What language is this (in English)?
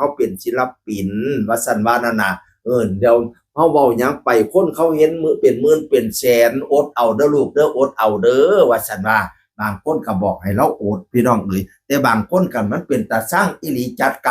Northeastern Thai